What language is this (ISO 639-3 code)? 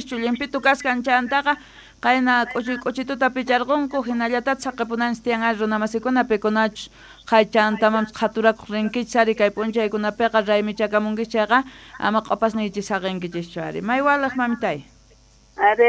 quh